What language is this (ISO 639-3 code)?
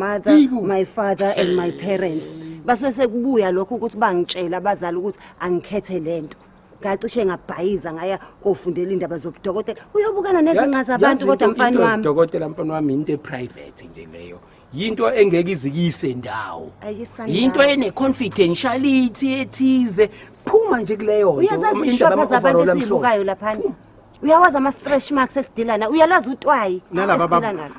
zul